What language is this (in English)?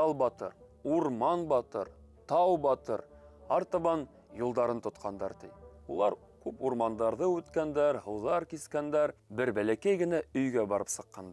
Bashkir